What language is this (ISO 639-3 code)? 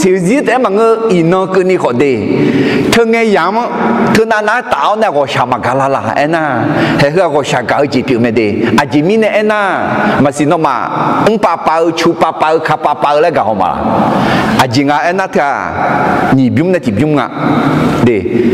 ahk